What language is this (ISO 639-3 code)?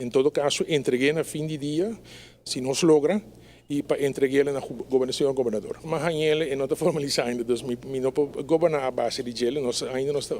pap